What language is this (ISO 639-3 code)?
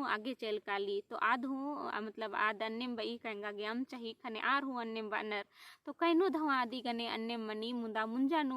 kru